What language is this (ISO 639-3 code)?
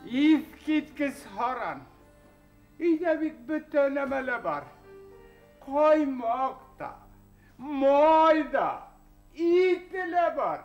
bak